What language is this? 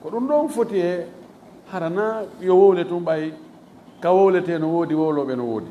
Fula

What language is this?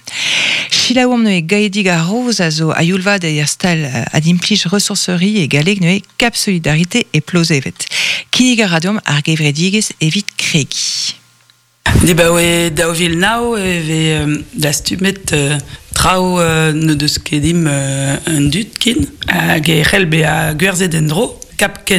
Breton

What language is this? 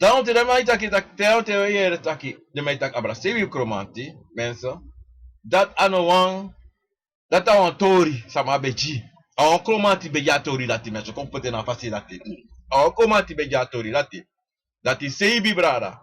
Sranan Tongo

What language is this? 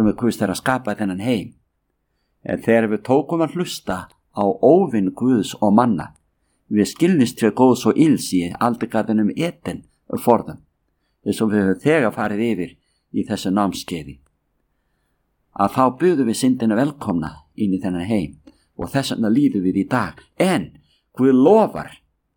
Icelandic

